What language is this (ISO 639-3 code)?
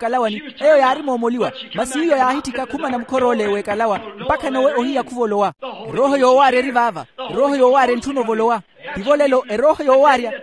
vmw